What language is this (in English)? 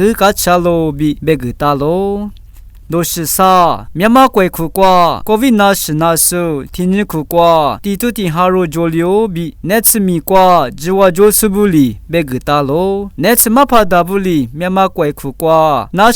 Lisu